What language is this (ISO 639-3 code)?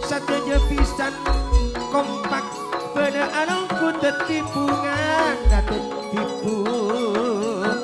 mad